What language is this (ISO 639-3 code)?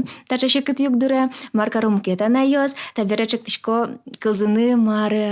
udm